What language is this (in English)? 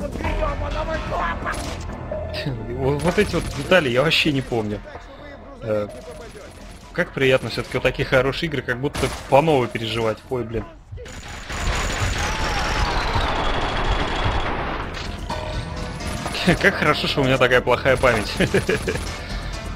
Russian